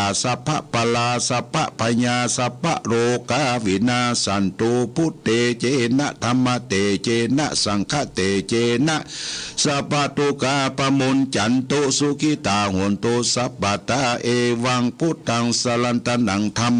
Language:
Pali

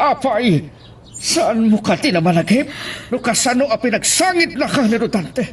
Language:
Iloko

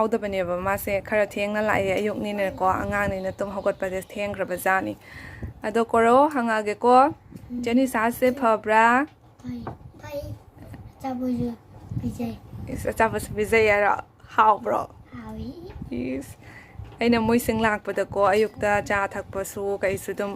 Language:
Manipuri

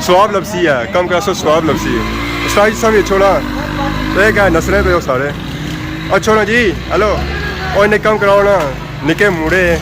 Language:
Pahari-Potwari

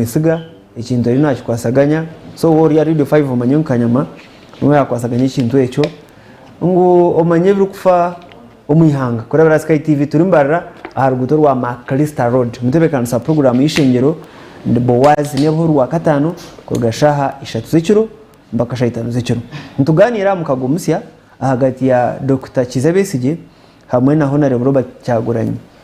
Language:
Nyankole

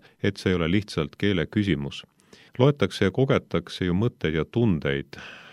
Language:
Estonian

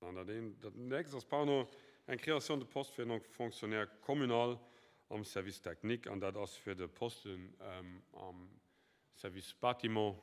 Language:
Luxembourgish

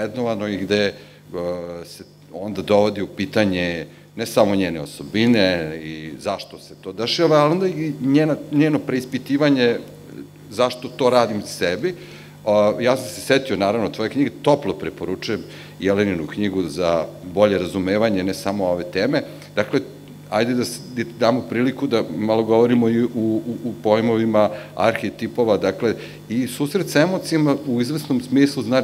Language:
Serbian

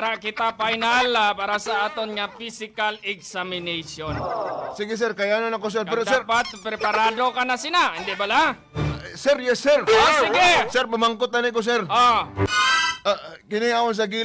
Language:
Hiligaynon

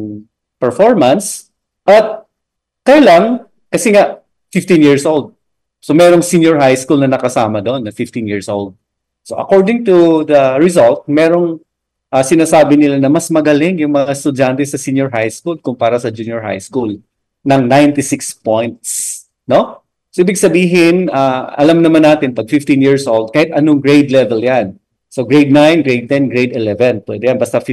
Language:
Filipino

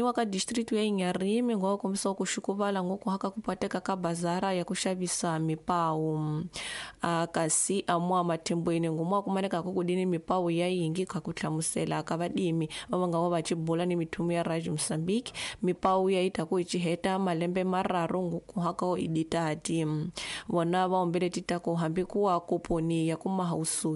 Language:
Tsonga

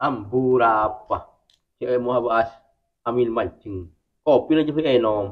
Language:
Madurese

